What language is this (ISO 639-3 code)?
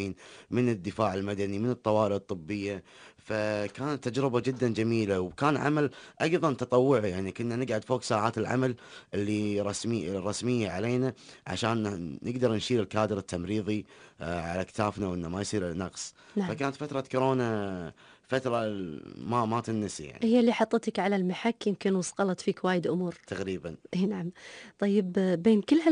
afb